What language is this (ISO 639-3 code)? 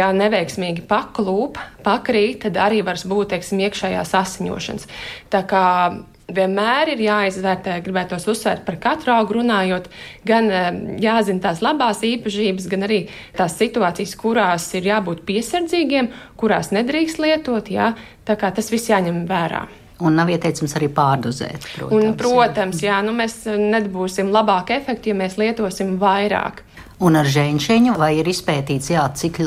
lav